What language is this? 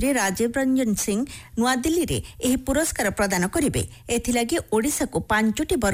Odia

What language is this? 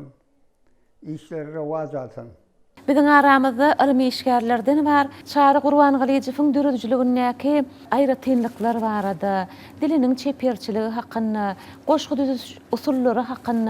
Turkmen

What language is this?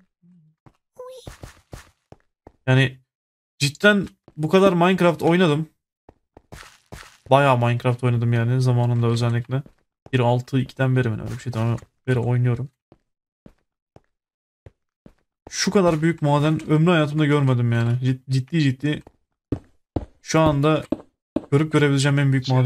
Turkish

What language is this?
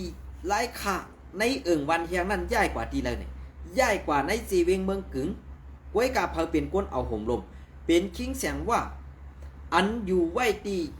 Shan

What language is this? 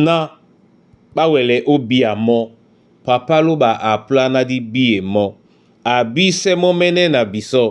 Duala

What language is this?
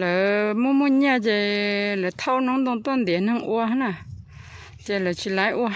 Hmong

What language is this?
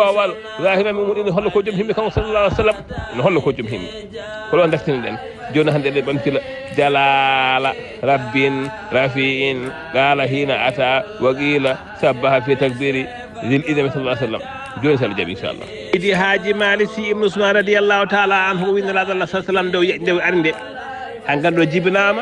Fula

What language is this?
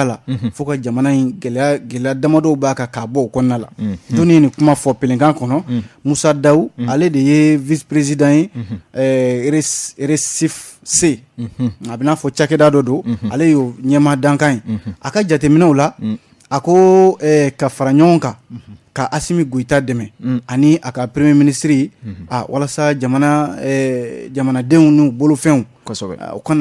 Bambara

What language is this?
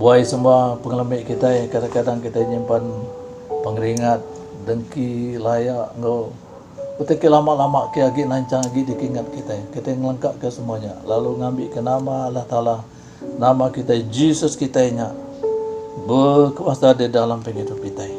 Iban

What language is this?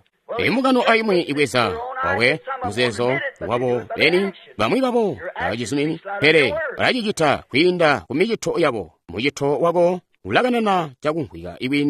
Tonga (Zambia)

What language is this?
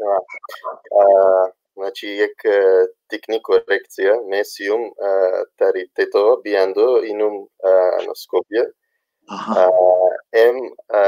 Balkan Romani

